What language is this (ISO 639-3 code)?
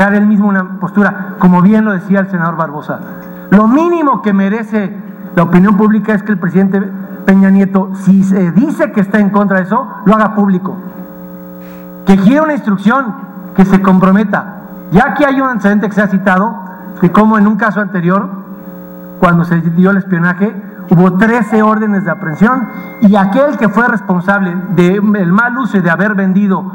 spa